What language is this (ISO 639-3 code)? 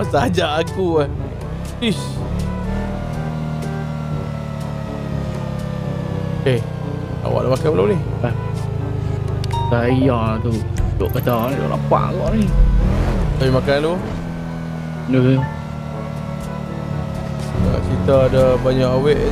msa